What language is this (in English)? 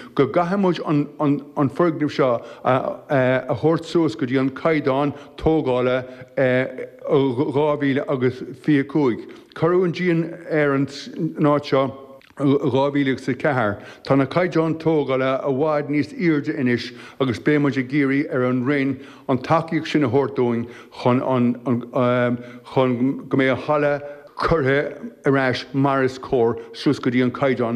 Irish